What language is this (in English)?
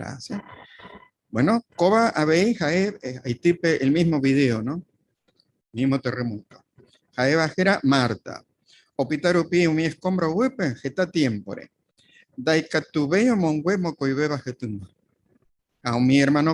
Guarani